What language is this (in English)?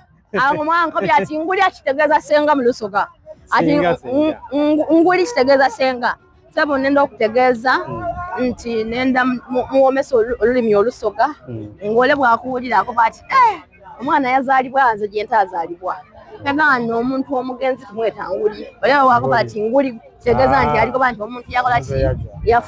Soga